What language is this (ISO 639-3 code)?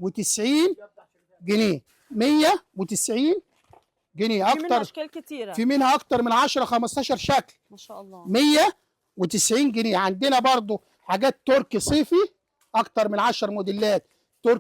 arz